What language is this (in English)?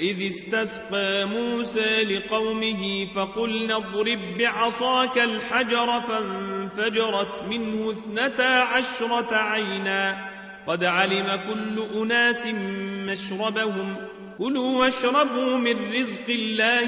Arabic